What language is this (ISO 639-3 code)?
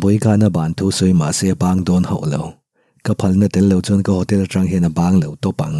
lus